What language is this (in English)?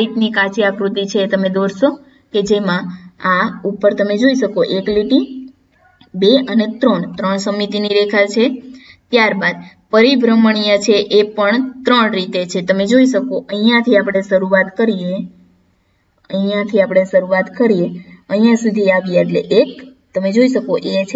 Gujarati